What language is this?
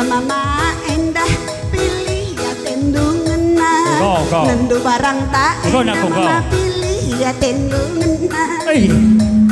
Batak Karo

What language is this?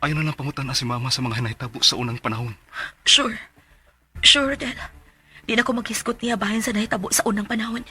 Cebuano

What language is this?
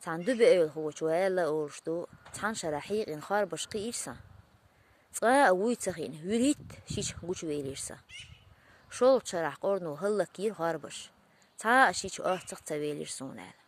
Chechen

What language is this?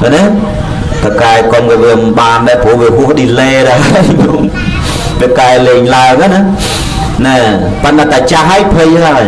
Khmer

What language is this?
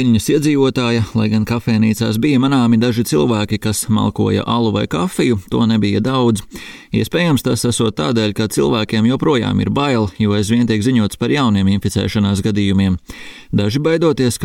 Latvian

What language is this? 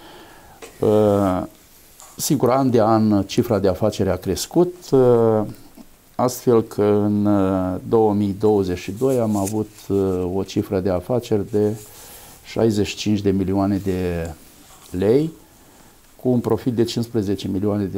Romanian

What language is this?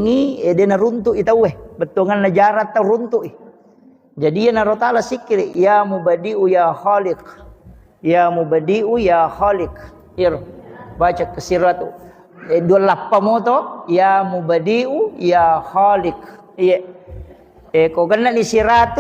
Buginese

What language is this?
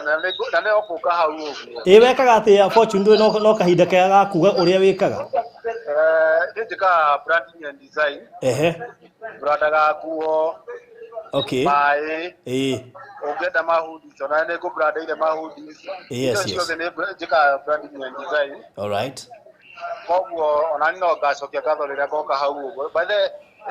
Kikuyu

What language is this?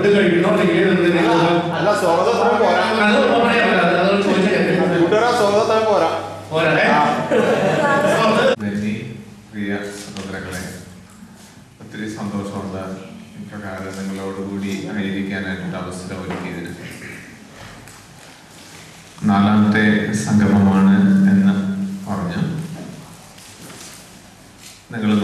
Malayalam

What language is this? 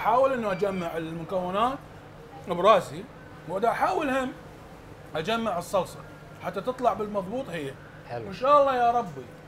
Mesopotamian Arabic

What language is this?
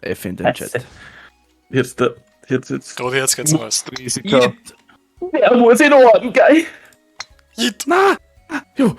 Bavarian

